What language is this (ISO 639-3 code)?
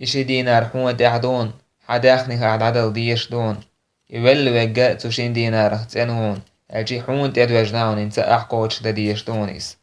che